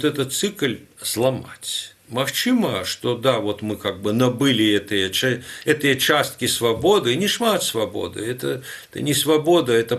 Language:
Belarusian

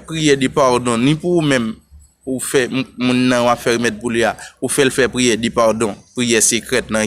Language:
Haitian Creole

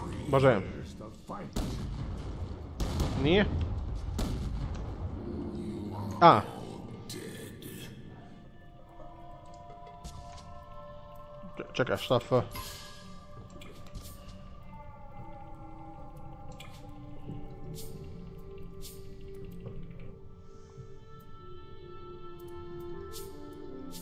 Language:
Croatian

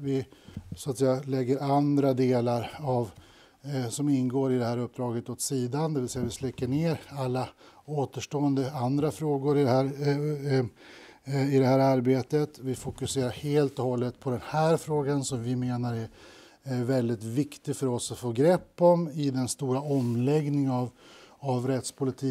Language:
Swedish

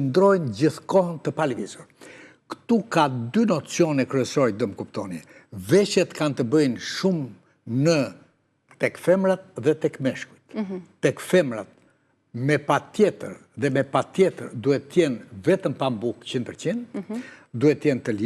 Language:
Albanian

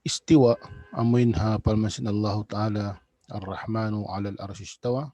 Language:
Tausug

